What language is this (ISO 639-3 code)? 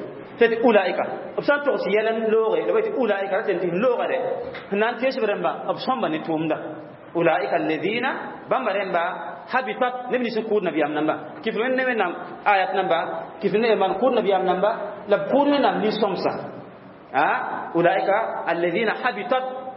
mos